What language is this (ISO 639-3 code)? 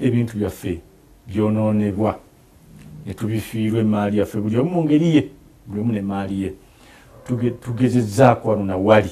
lug